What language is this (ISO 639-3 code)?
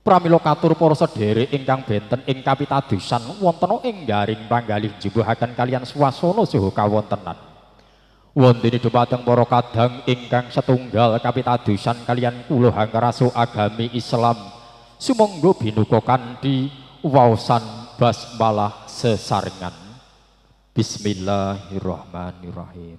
jav